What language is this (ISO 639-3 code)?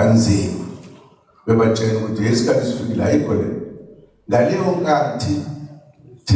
zul